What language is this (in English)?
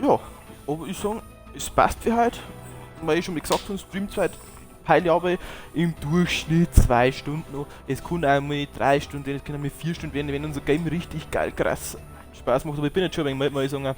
Bavarian